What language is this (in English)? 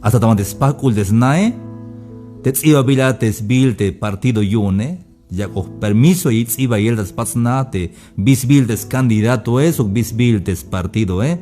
Tzeltal